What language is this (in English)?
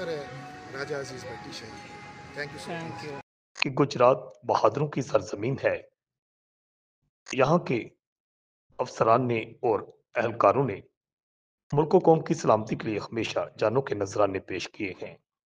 Urdu